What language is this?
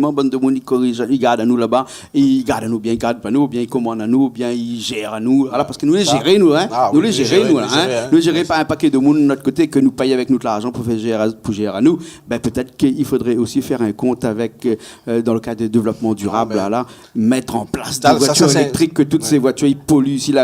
Réunion Creole French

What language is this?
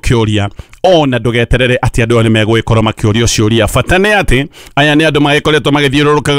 Kikuyu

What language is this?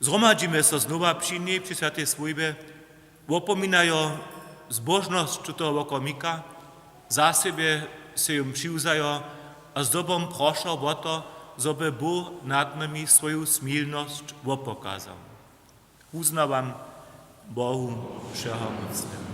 Upper Sorbian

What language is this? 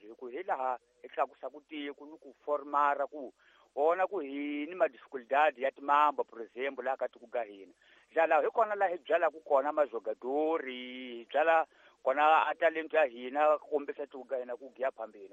Tsonga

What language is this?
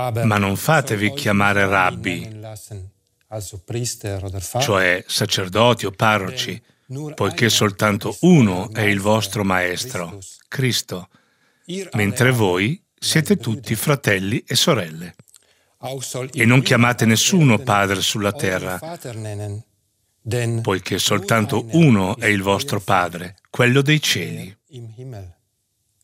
Italian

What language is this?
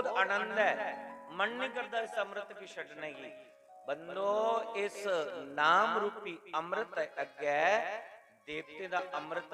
Dogri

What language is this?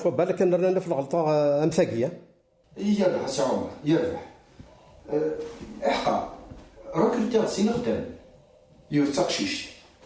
Kabyle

